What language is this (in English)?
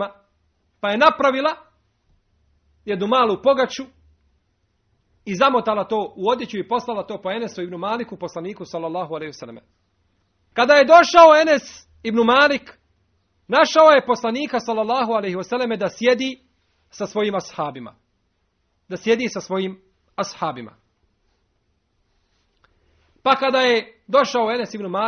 Bosnian